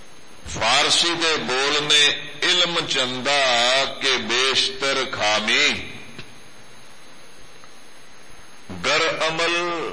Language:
Punjabi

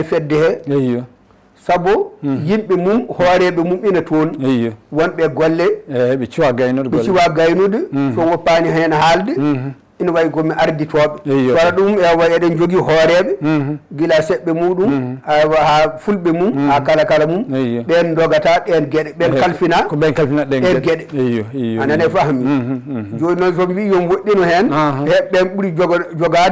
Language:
Fula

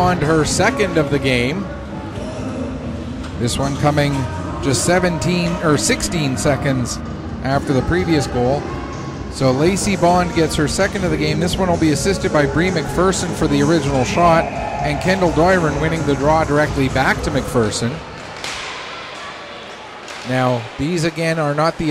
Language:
English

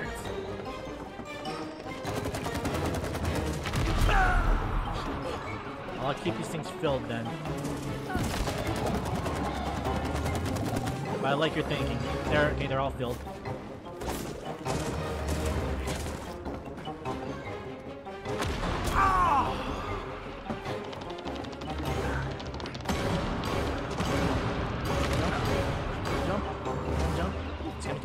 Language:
English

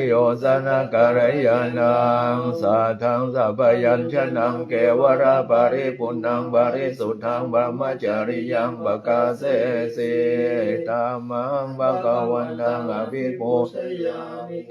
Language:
Pali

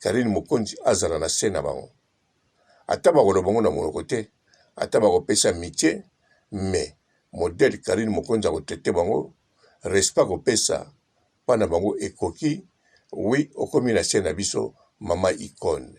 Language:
Lingala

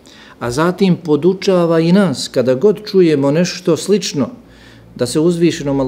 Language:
Bosnian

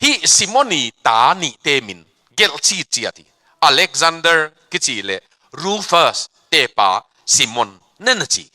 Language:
Tedim Chin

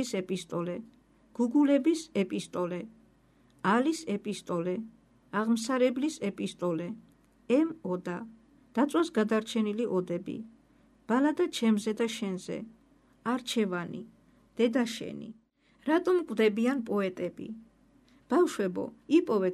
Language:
Georgian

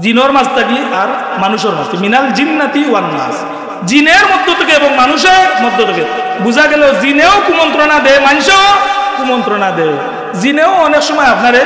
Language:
Sylheti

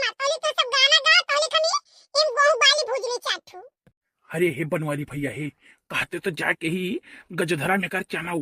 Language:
Awadhi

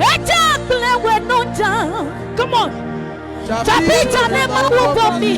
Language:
Adangme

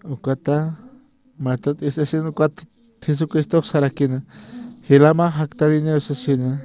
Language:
Aymara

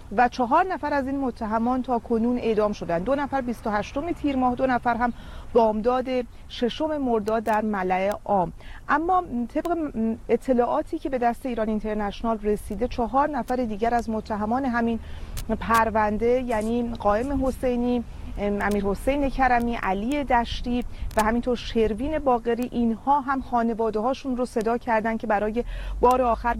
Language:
Persian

